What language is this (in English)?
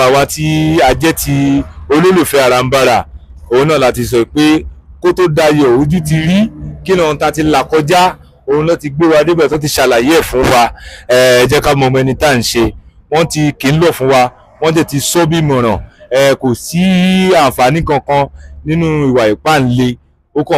Yoruba